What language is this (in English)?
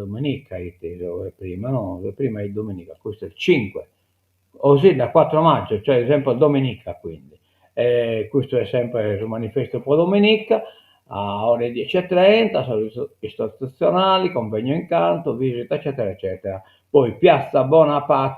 Sardinian